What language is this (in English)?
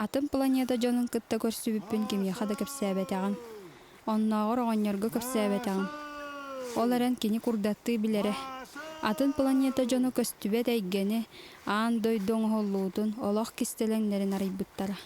Yakut